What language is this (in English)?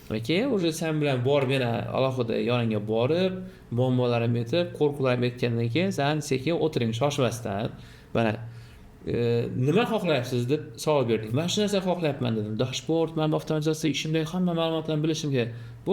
Uzbek